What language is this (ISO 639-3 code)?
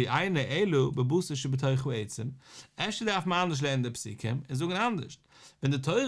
yid